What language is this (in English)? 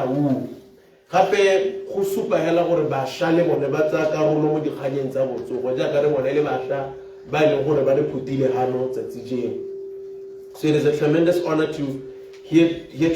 Tswana